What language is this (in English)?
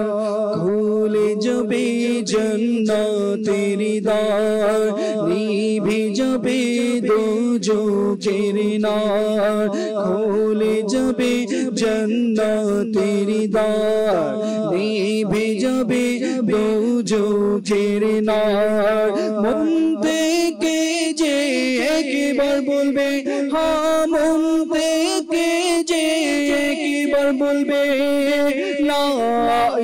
Bangla